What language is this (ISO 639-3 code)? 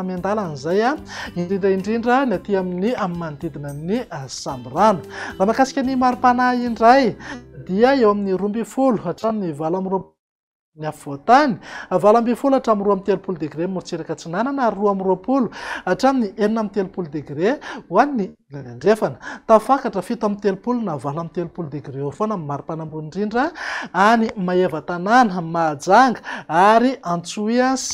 mlg